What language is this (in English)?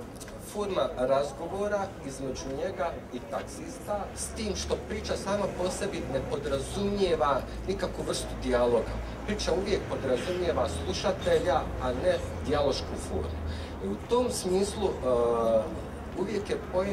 Bosnian